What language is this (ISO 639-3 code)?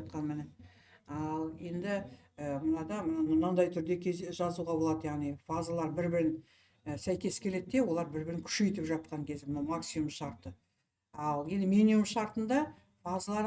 kaz